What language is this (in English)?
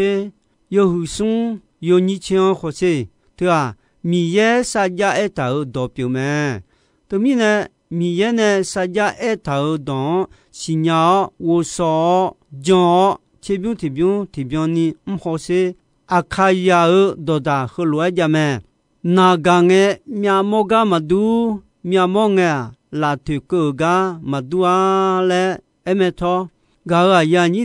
Akha